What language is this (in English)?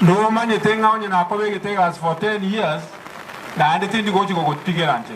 Gusii